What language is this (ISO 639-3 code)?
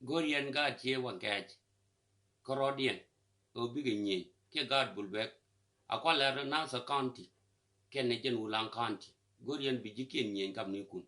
nus